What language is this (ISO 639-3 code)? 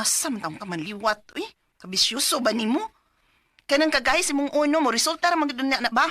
ceb